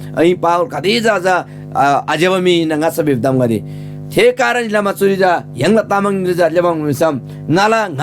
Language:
Eastern Tamang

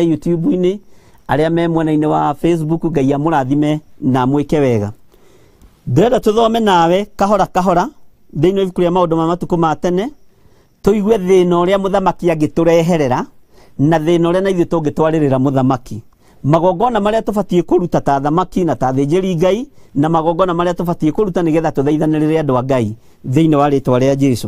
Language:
Kikuyu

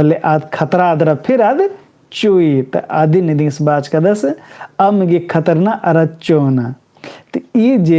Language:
Kurukh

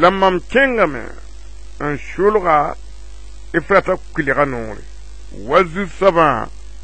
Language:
Mossi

